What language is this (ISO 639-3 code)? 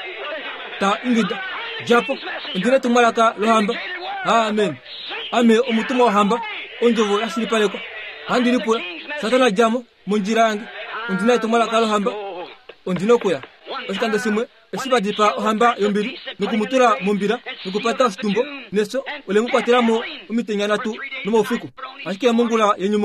kua